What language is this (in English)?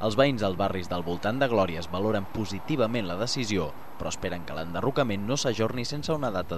Catalan